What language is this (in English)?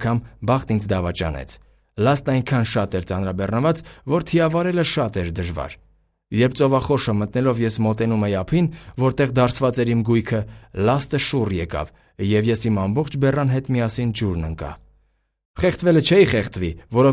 Armenian